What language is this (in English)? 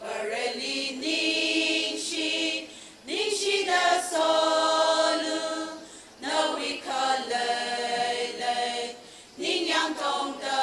Tangkhul Naga (India)